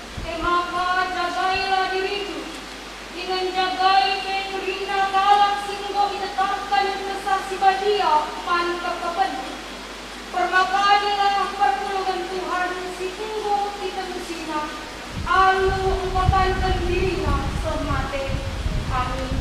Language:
Batak Karo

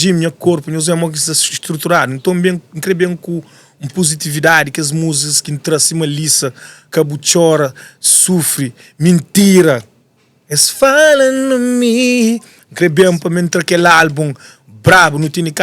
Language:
Kabuverdianu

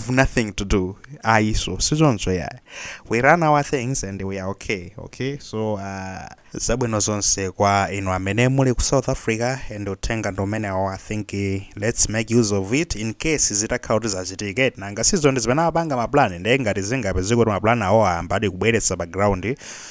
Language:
Nyanja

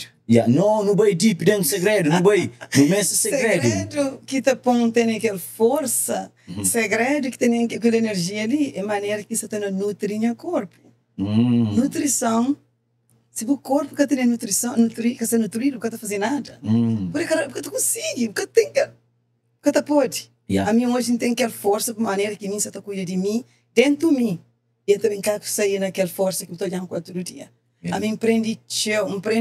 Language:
Kabuverdianu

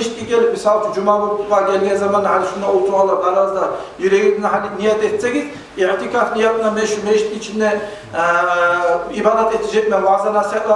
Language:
Kumyk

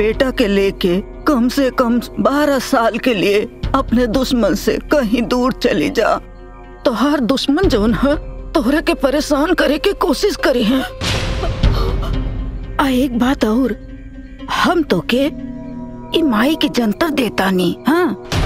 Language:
Bhojpuri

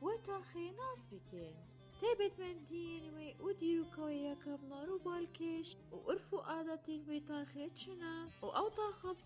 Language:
Kurdish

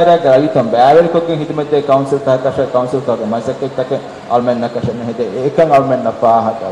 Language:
Divehi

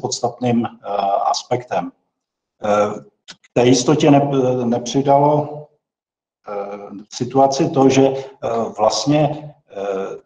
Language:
Czech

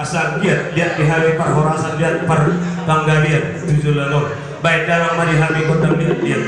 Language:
Batak Toba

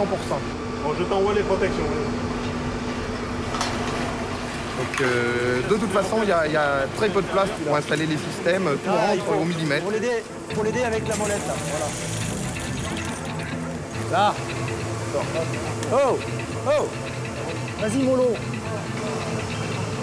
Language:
French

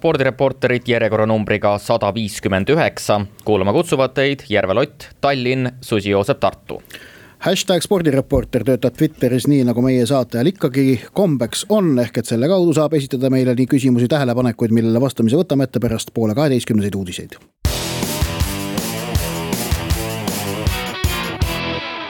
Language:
Estonian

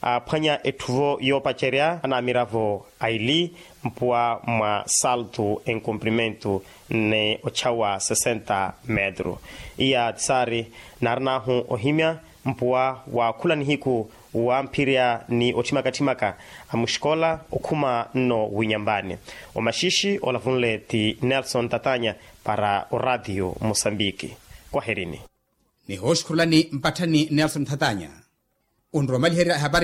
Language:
Makhuwa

